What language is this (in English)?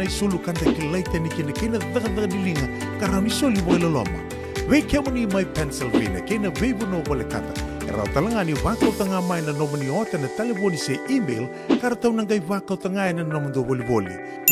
Fijian